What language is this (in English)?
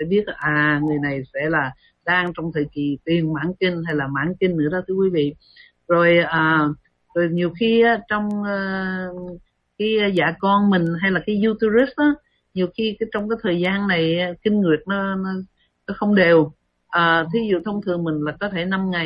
Vietnamese